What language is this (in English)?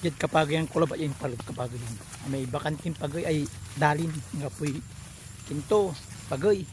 Pangasinan